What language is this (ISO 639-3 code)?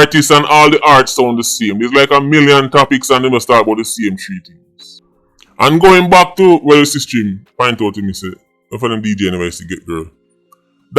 jam